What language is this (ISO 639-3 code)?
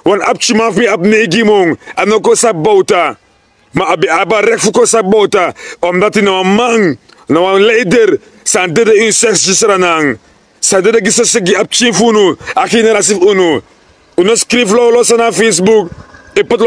srn